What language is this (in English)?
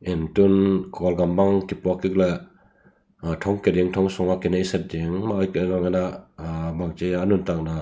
Tedim Chin